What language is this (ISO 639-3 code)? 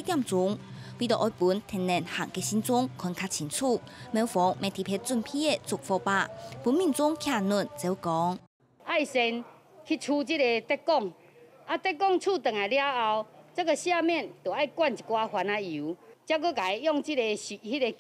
hak